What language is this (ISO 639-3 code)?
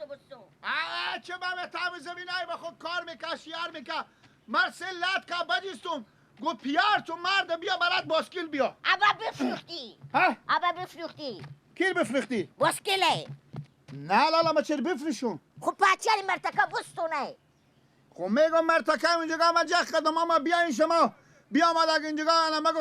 fas